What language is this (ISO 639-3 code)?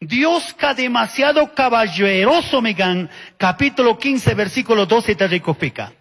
qug